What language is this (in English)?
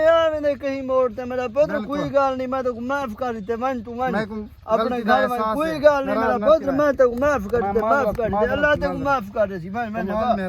Saraiki